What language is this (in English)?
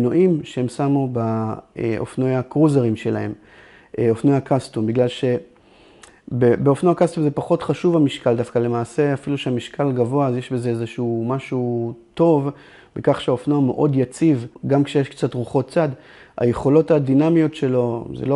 Hebrew